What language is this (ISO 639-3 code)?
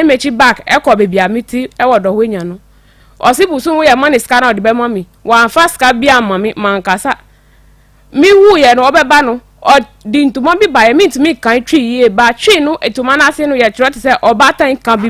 aka